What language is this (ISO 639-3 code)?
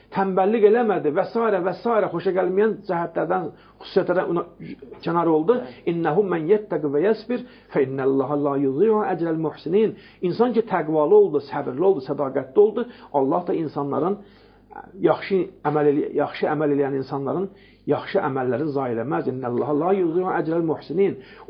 aze